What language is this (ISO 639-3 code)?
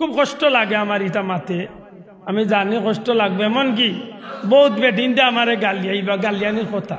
syl